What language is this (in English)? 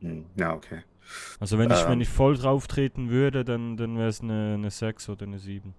Swiss German